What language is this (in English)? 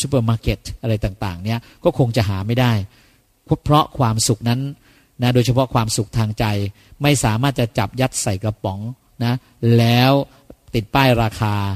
Thai